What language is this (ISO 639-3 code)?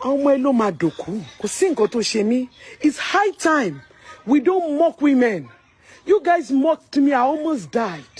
yor